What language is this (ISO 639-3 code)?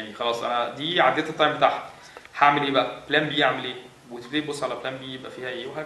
arz